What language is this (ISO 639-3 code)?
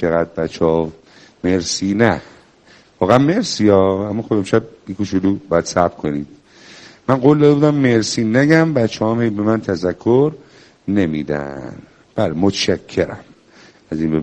fas